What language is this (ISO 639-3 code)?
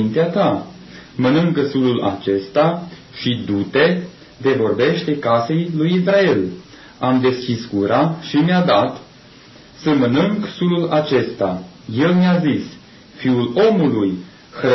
ron